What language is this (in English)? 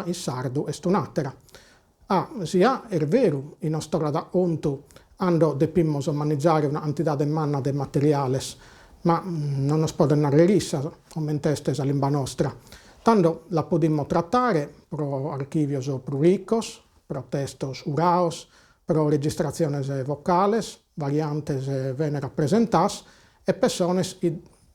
Sardinian